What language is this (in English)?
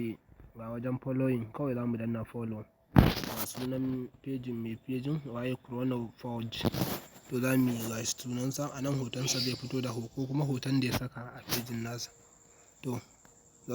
Hausa